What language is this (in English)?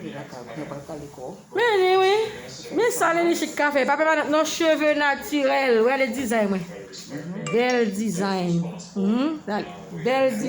Haitian Creole